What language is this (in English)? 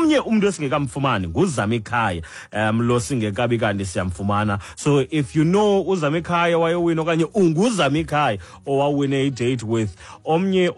Xhosa